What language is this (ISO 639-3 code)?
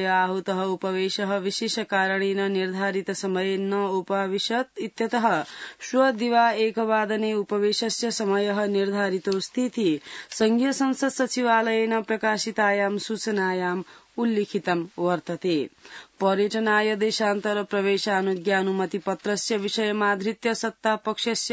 san